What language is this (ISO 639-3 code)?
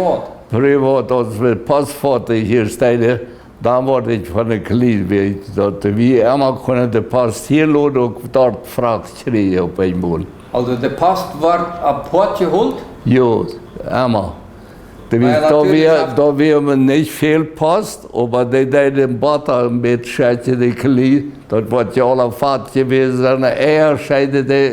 pdt